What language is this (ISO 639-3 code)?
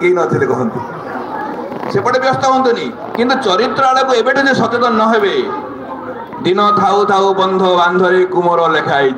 ori